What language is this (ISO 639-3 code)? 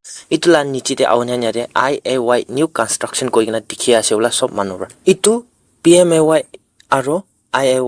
nag